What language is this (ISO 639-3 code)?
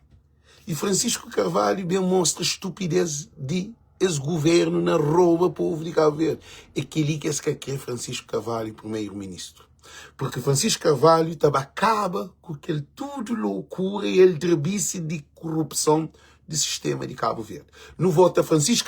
kea